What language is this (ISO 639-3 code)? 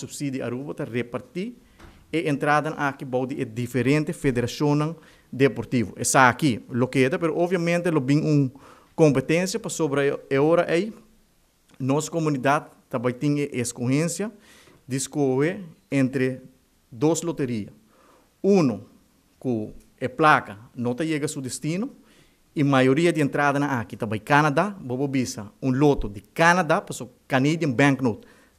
pap